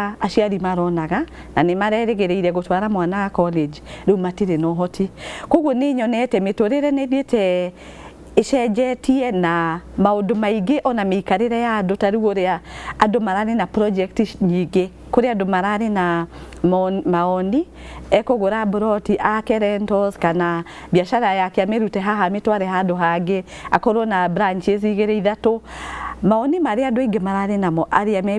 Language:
Kikuyu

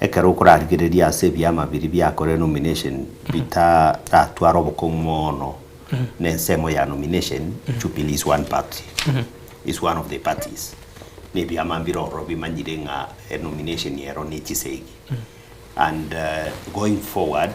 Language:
Gusii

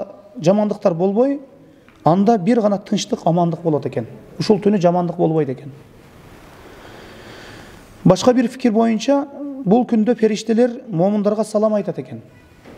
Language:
Kyrgyz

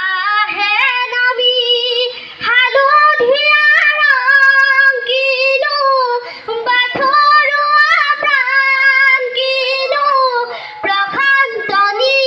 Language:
Assamese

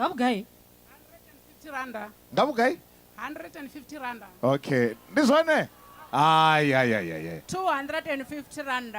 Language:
Venda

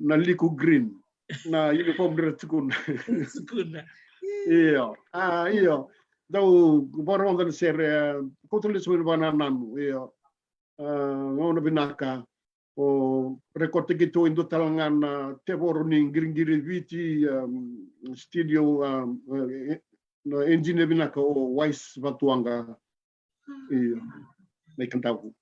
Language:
Fijian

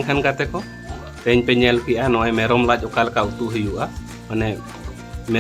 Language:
Santali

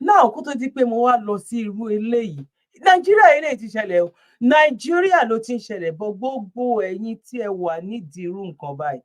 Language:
Yoruba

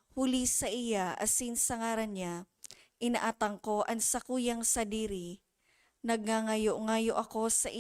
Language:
Bikol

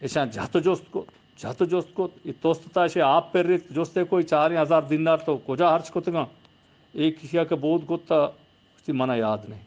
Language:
Eastern Balochi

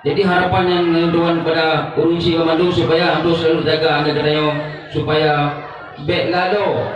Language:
Achinese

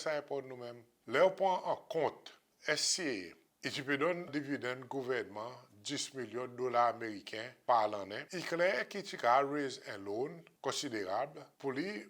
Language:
Seselwa Creole French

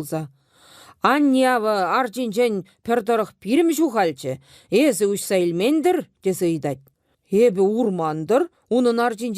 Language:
Chuvash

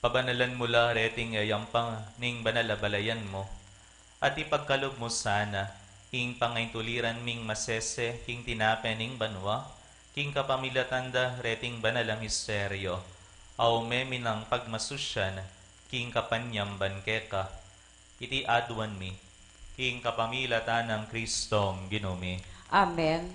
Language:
Pampanga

